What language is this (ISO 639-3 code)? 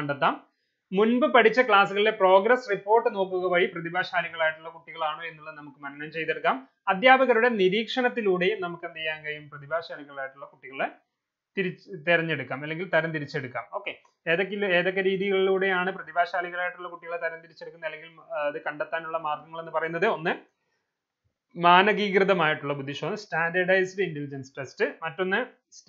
mal